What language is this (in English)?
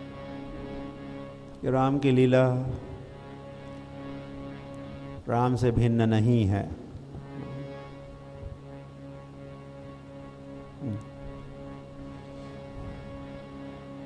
Hindi